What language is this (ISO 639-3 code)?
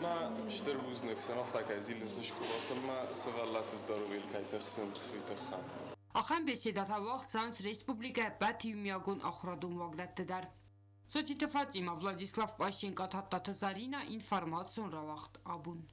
oss